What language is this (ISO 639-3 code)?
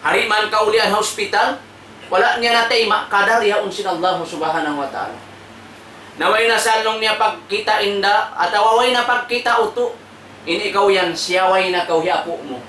tsg